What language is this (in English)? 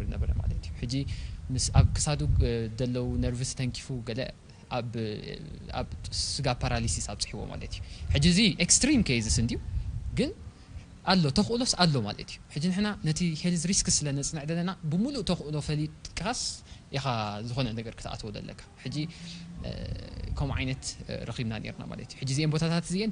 Tigrinya